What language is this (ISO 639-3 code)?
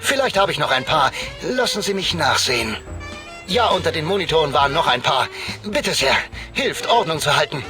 bar